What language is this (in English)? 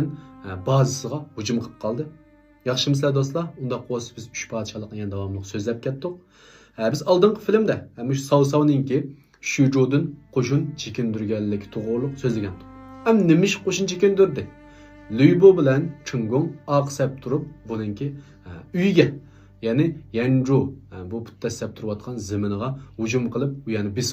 Uyghur